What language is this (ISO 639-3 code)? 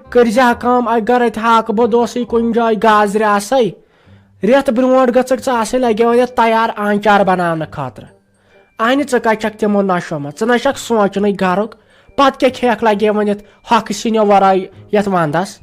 kas